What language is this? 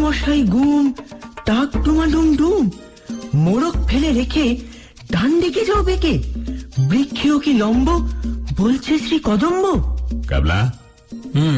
Bangla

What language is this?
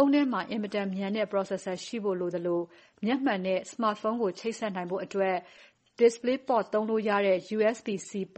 Burmese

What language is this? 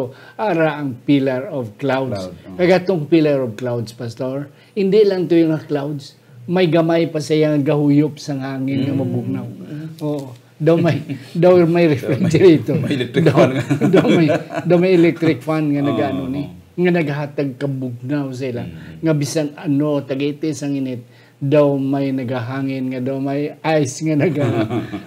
Hiligaynon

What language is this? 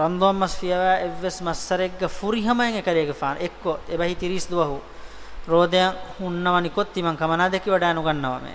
Divehi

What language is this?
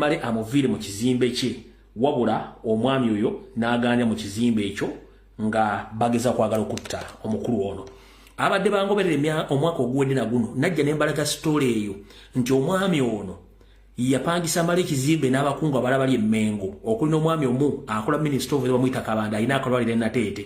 Ganda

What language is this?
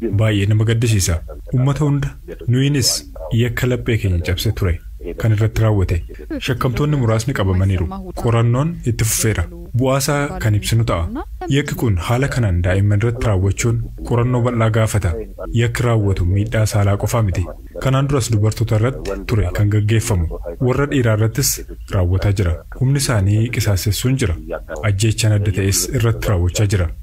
Oromo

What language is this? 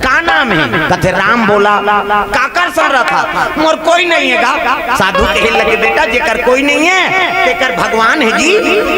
Chhattisgarhi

